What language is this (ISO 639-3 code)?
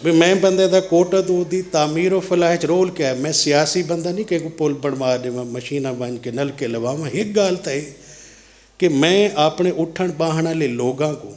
skr